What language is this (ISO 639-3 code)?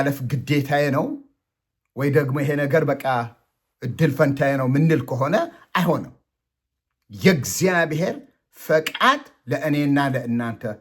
amh